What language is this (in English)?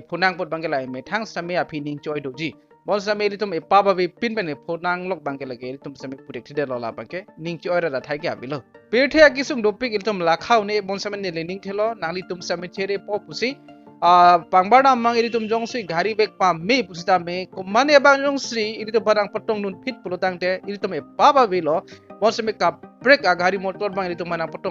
Karbi